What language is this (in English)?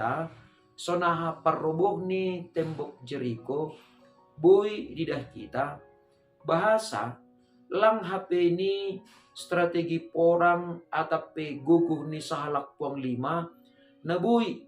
Batak Simalungun